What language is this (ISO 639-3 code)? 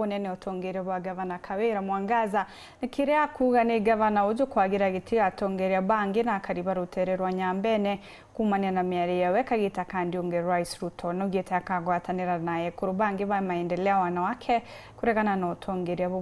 mer